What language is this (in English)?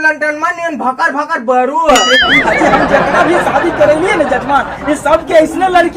Magahi